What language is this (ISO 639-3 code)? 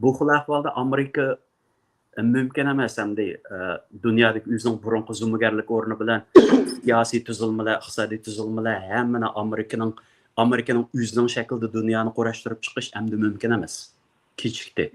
uig